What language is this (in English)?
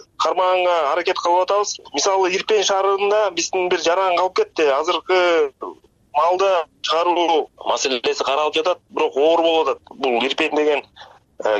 Kyrgyz